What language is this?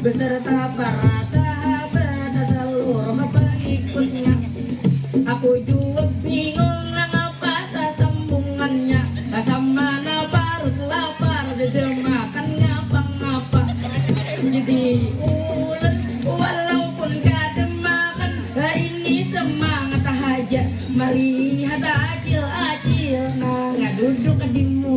Banjar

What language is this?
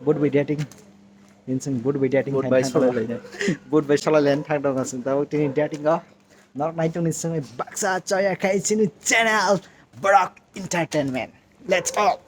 Kok Borok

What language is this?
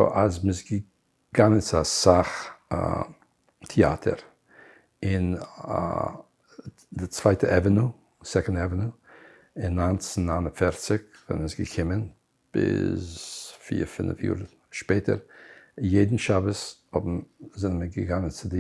Yiddish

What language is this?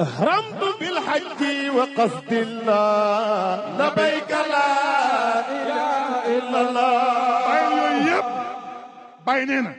Wolof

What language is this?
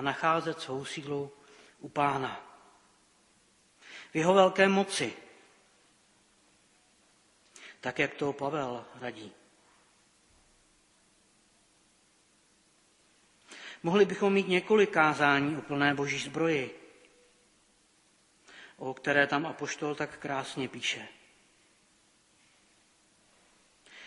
Czech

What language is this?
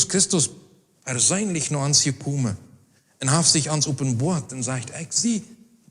Plautdietsch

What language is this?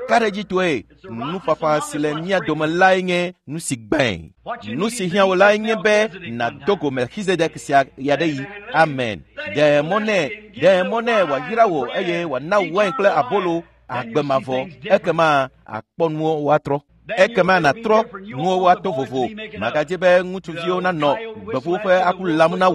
Ewe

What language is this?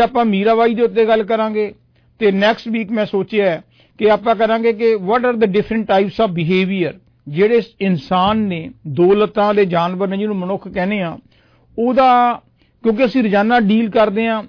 Punjabi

